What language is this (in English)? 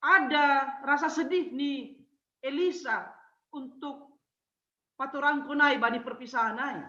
Batak Simalungun